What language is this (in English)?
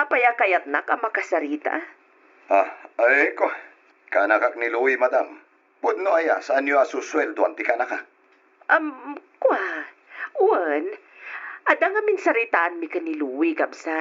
Iloko